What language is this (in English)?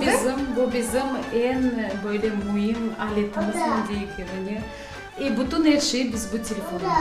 Crimean Tatar